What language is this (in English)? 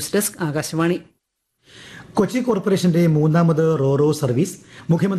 Malayalam